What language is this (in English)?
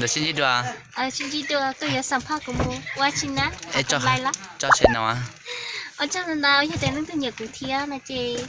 Hmong